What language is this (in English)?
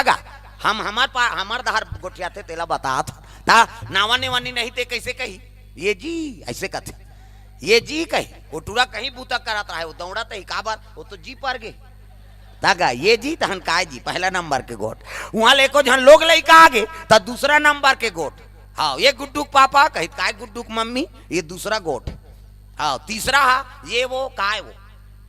Chhattisgarhi